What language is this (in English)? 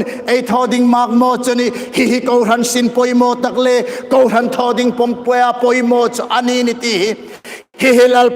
Hmar